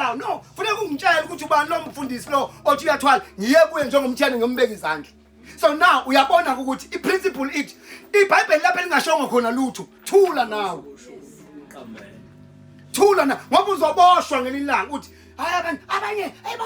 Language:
Zulu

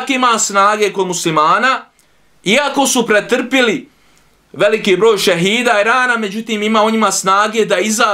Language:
Bosnian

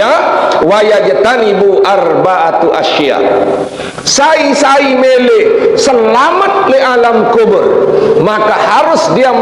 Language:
Sasak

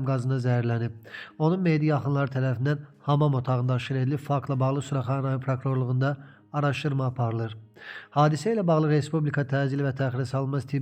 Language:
Azerbaijani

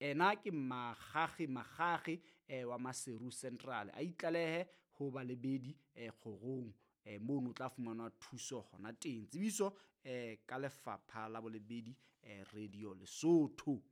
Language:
Southern Sotho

